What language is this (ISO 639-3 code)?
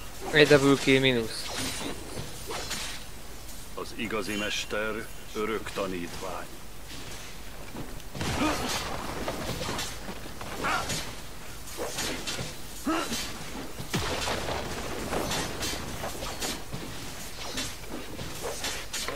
hun